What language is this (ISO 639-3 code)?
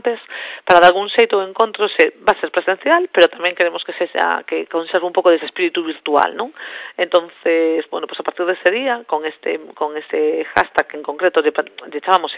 glg